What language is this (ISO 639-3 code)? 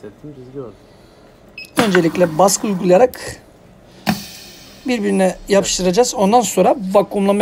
tur